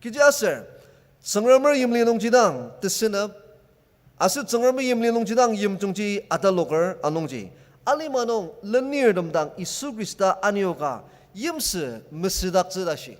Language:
Ao Naga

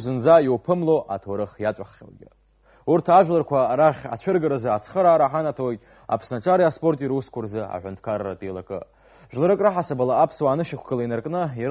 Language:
Abkhazian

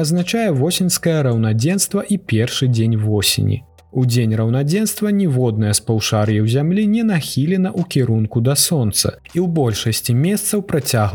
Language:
Belarusian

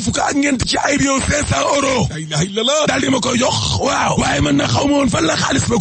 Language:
Wolof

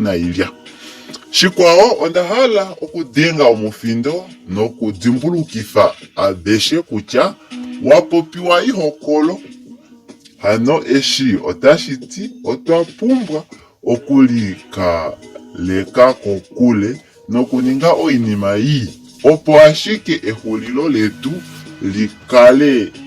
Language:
Kuanyama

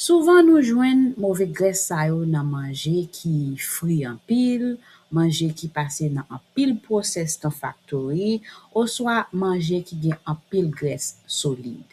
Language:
Haitian Creole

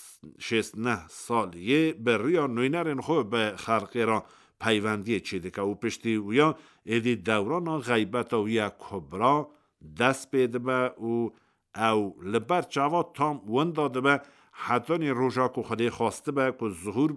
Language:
Kurdish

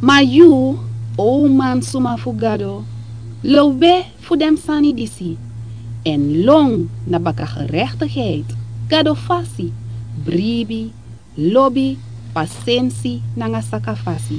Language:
Sranan Tongo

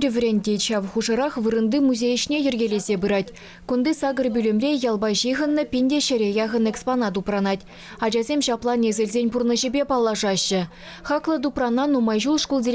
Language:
Chuvash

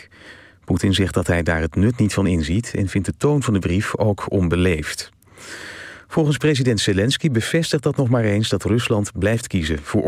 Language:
Dutch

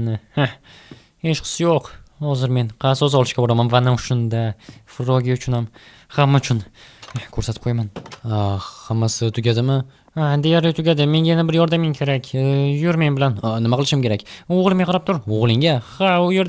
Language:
Uzbek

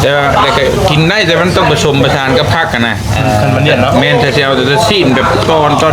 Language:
Northeastern Thai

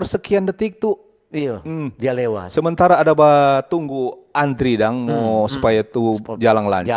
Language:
Manado Malay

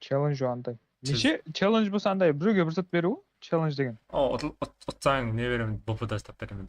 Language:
Kara-Kalpak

